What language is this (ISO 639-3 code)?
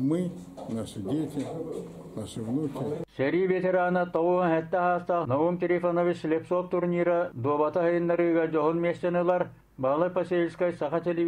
sah